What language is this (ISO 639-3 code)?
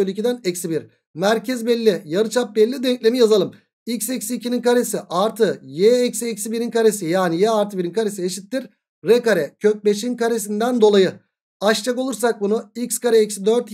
tur